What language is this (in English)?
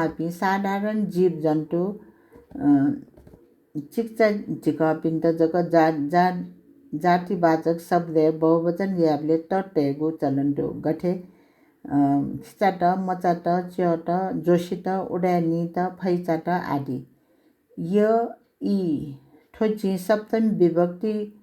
Newari